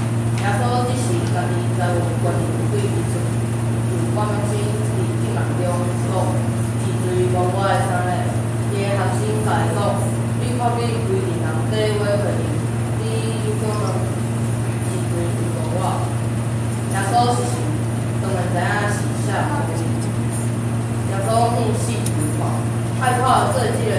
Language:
Min Nan Chinese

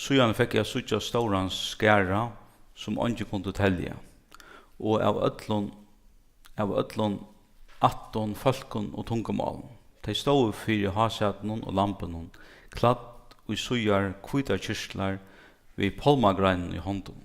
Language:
Faroese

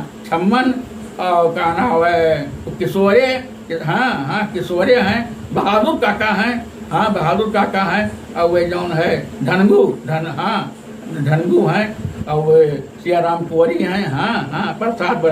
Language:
Awadhi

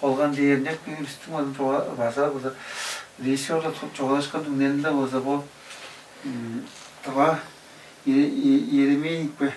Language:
Tuvinian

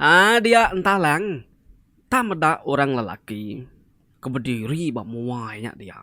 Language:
Iban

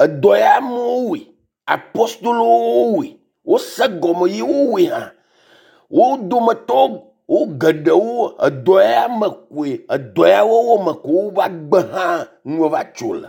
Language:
Ewe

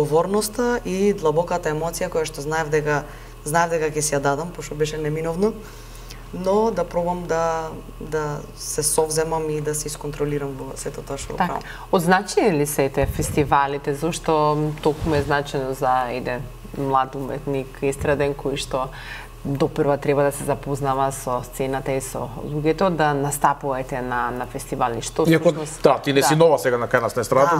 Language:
Macedonian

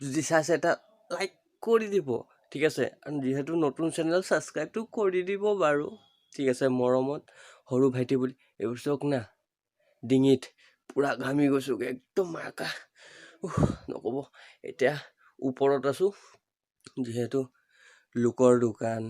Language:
Assamese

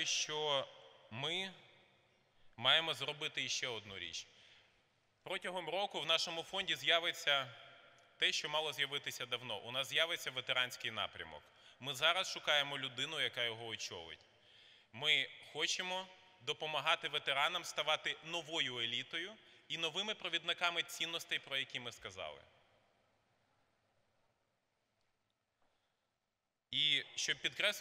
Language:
Ukrainian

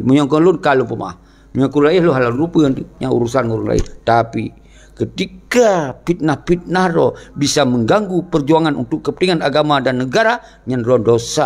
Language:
Achinese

